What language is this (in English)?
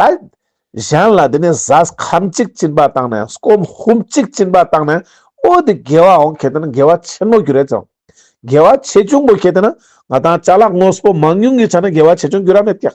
Ladakhi